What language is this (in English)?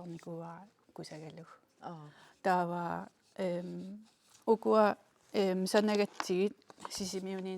Kalaallisut